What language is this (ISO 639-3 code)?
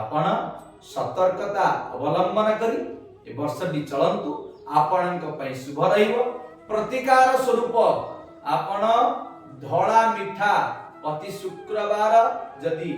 ori